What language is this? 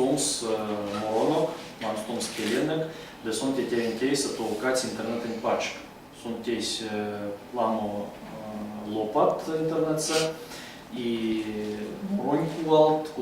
Erzya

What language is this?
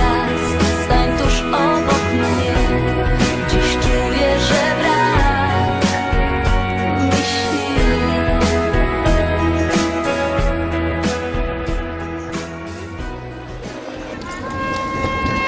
Polish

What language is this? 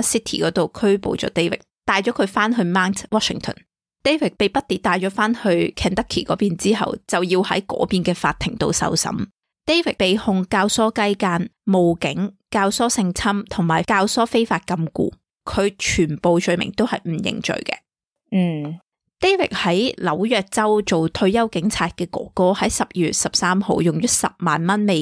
Cantonese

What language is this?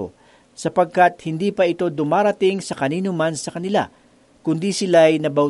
Filipino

